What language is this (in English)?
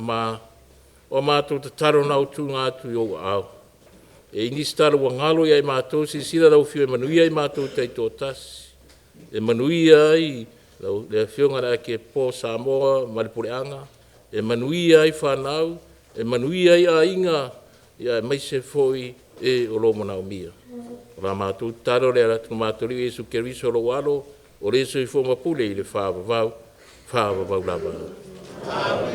Samoan